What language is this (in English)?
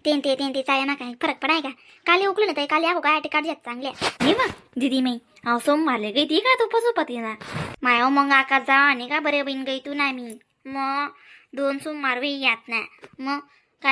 Khandesi